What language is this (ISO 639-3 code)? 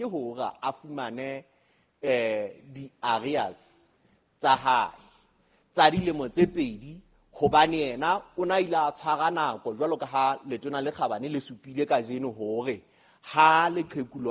sot